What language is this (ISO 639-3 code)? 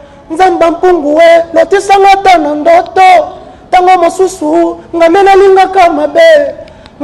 lin